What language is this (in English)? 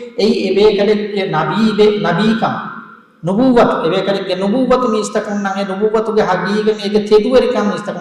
Divehi